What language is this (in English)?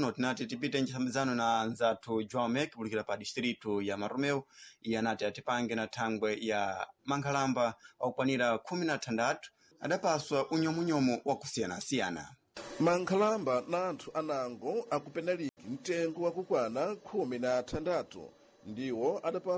Sena